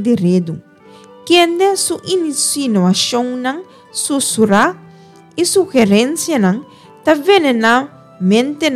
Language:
Papiamento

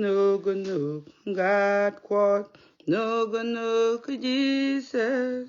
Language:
Nuer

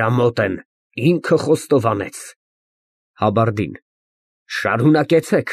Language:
Armenian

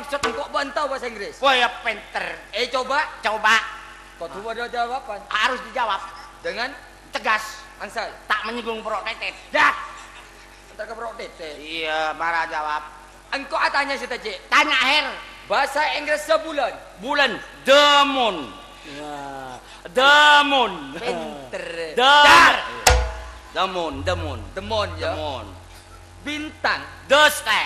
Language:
Madurese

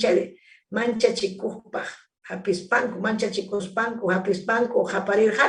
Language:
Ayacucho Quechua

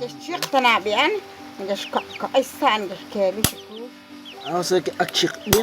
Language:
Kekchí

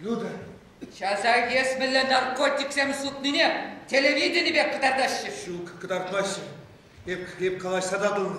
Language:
Chuvash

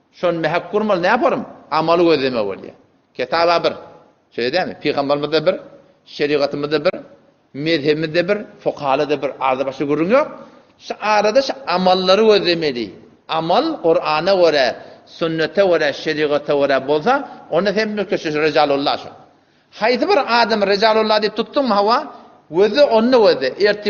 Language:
Turkmen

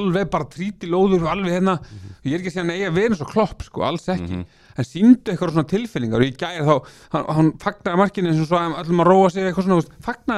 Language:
Icelandic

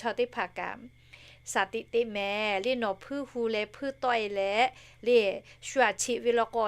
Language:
Lahu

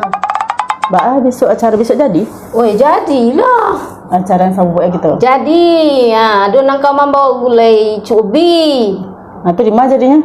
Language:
Minangkabau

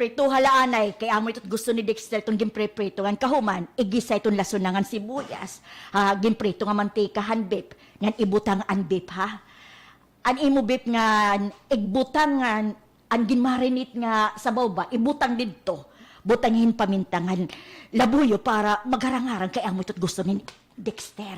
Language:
Waray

